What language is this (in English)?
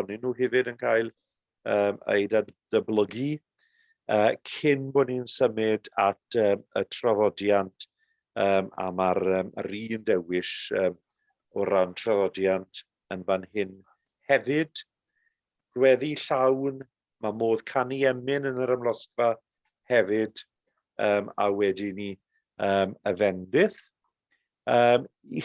Welsh